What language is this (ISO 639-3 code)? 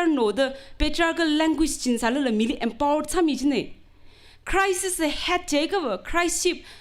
nmf